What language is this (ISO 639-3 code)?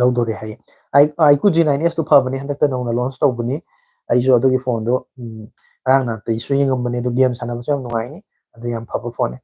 mni